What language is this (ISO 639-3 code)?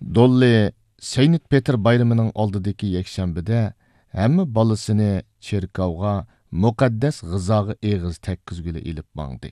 uig